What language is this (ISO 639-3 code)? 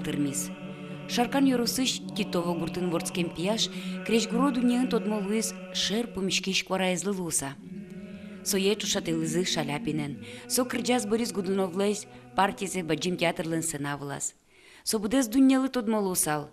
udm